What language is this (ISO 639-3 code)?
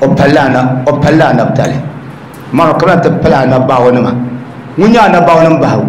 dag